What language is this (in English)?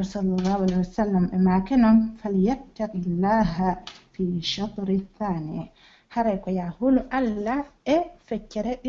Pular